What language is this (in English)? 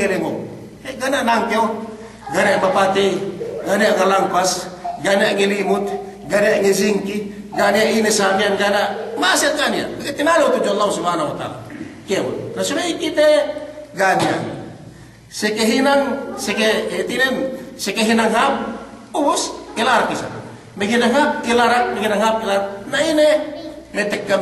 Yakan